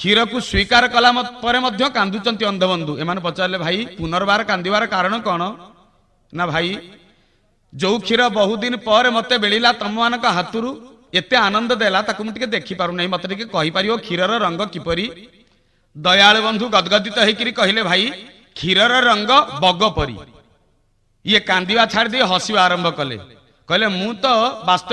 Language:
Odia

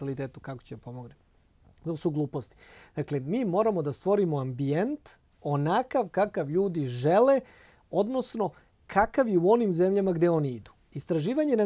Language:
Serbian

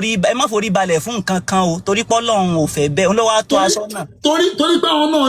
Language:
Yoruba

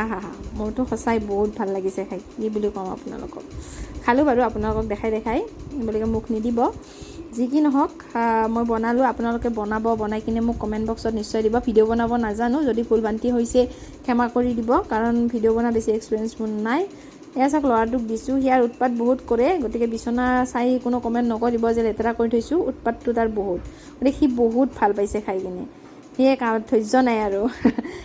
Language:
Assamese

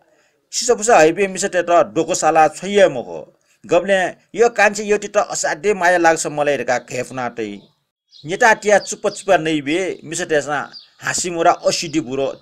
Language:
Newari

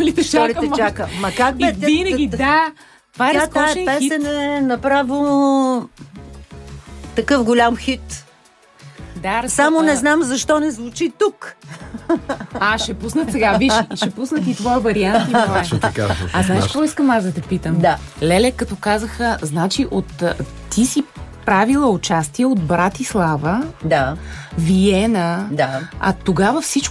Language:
Bulgarian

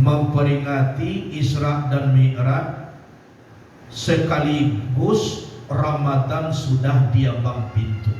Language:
Minangkabau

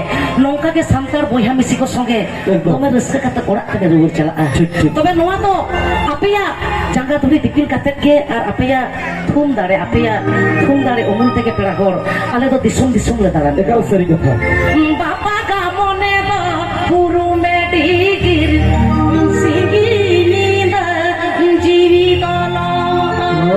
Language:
Santali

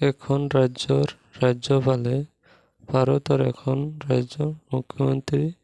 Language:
Assamese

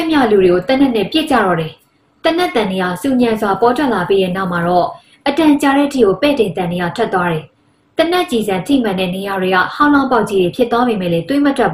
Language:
Burmese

